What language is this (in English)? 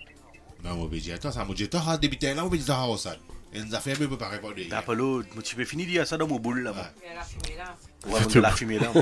Morisyen